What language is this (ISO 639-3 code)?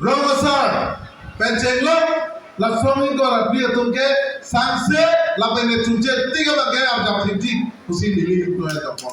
mjw